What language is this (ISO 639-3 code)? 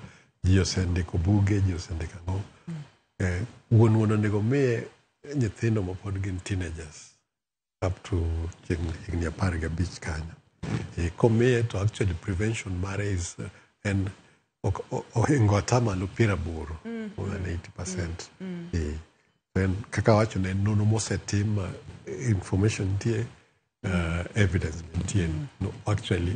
luo